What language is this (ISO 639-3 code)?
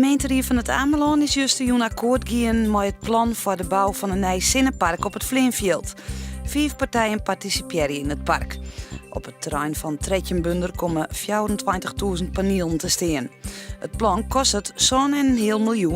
fry